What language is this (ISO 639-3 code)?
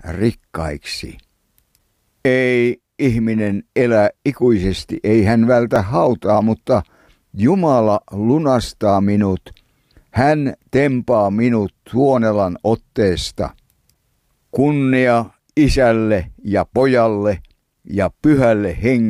fin